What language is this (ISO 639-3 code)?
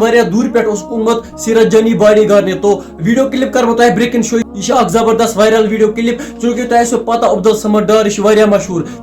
kas